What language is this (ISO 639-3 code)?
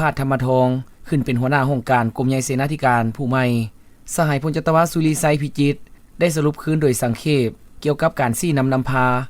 lao